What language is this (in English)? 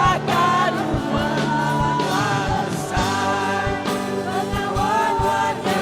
Iban